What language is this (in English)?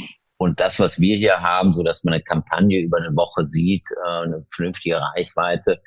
German